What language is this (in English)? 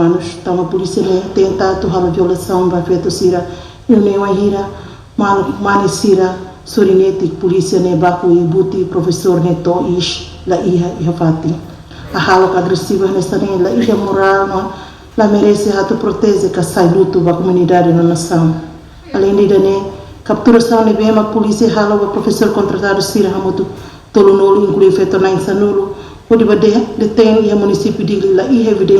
Tetum